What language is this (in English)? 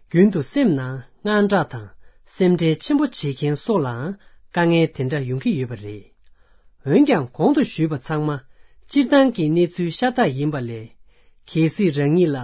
Tibetan